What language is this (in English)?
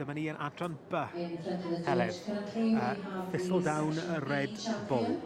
Welsh